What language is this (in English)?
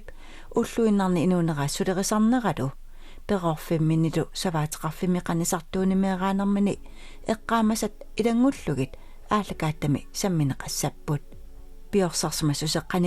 Kalaallisut